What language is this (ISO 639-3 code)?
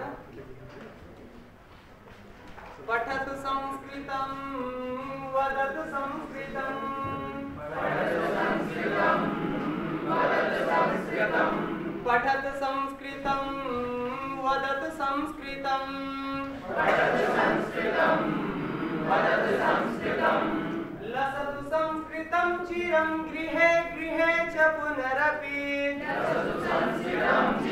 san